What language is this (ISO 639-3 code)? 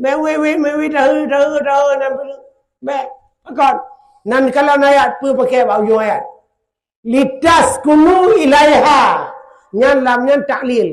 ace